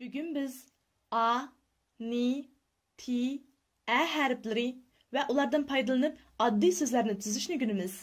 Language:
Uyghur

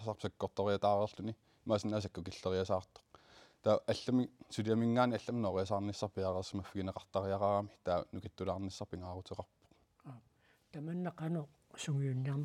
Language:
Kalaallisut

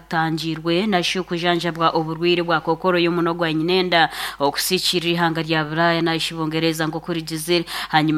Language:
Nyankole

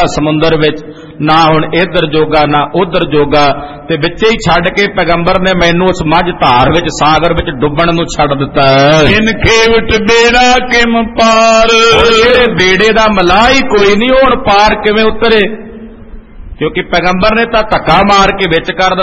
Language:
Punjabi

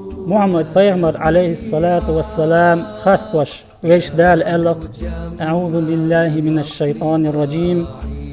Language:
Chechen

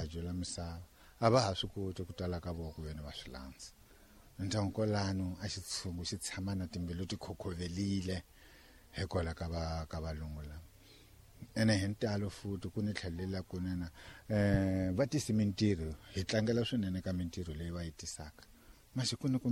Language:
Tsonga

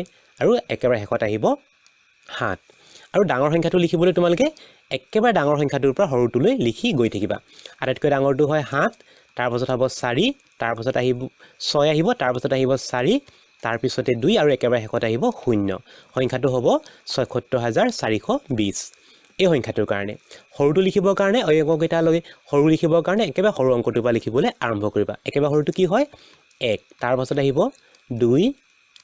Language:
Assamese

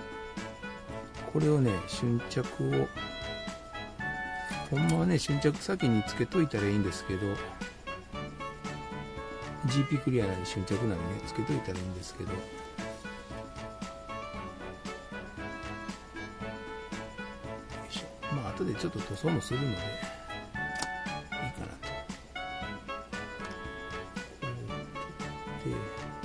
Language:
Japanese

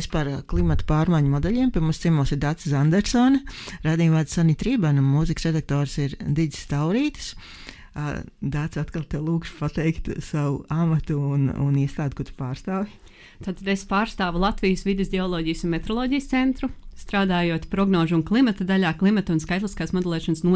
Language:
Latvian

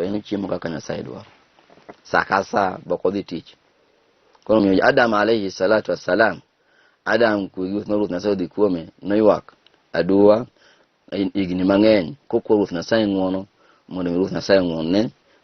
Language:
Luo (Kenya and Tanzania)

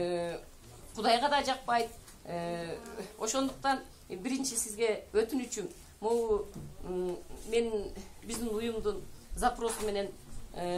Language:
Kyrgyz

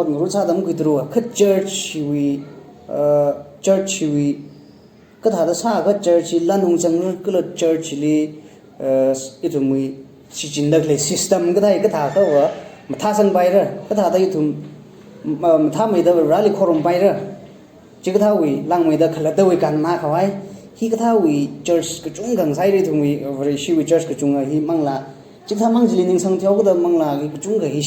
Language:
Tangkhul Naga (India)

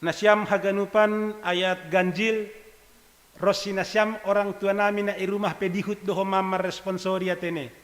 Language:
Batak Simalungun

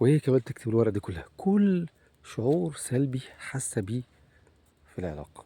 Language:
Egyptian Arabic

